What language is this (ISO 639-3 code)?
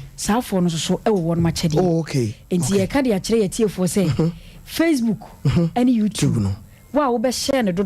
aka